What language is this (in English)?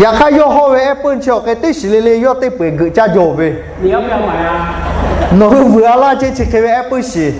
Lahu